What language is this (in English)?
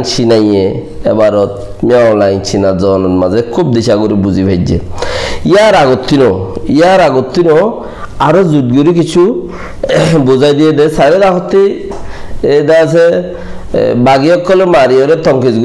Rohingya